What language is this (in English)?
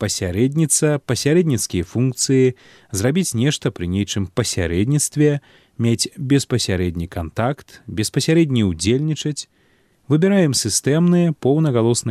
Belarusian